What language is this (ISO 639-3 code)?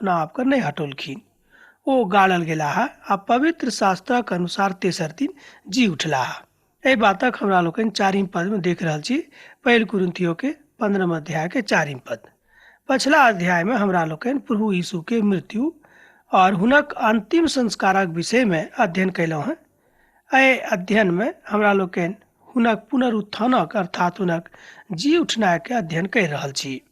mai